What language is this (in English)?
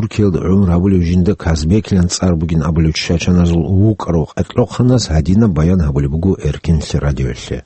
Avaric